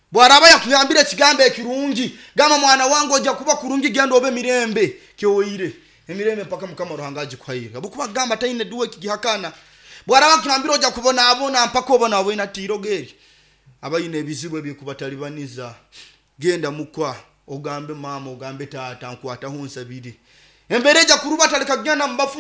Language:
Nyoro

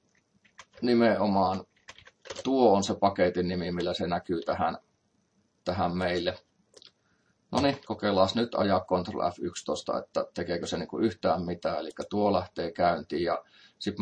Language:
Finnish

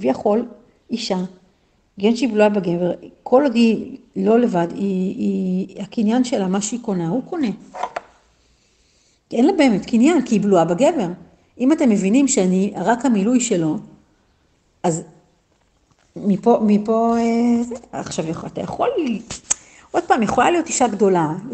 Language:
Hebrew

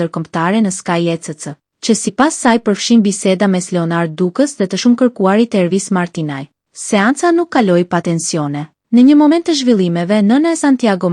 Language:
Albanian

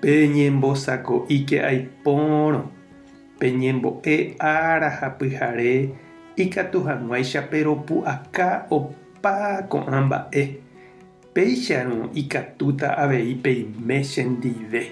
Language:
Guarani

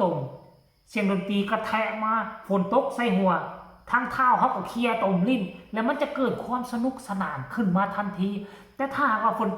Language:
Northeastern Thai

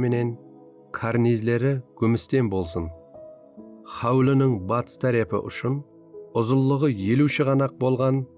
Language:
Kara-Kalpak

